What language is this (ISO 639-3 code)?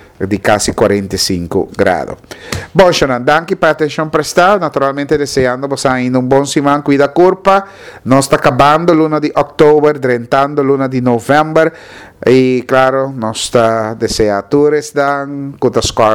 pap